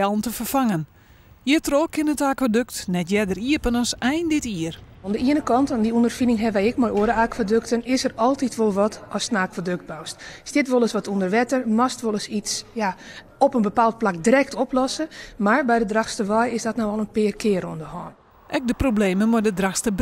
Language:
Western Frisian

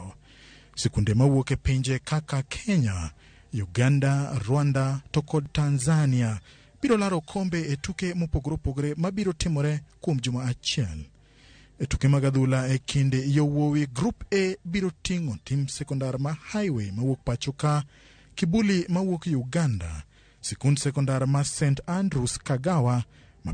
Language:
Luo (Kenya and Tanzania)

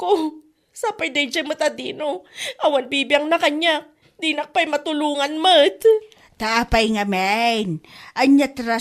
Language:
Iloko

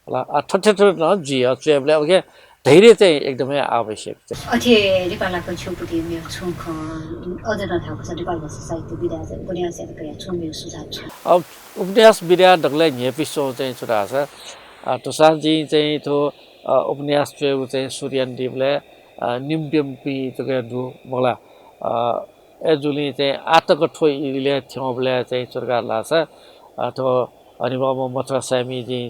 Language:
Newari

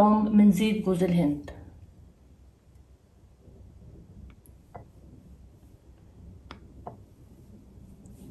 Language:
Egyptian Arabic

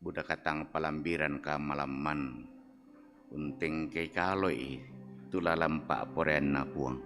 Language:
Toraja-Sa'dan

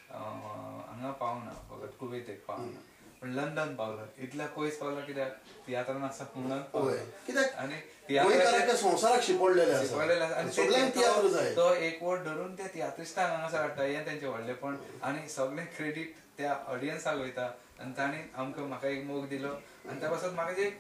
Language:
Konkani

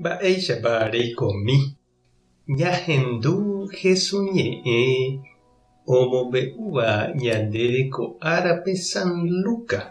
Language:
Guarani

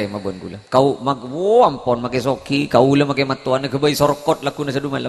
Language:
Madurese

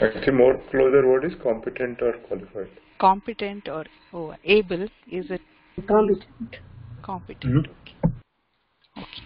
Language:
Sanskrit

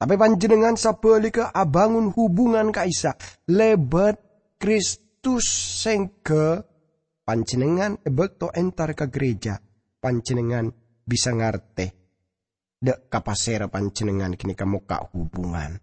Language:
Madurese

